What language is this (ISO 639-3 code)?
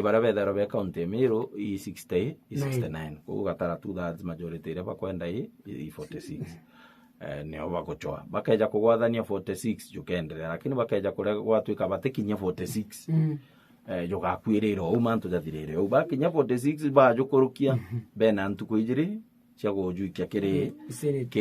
mer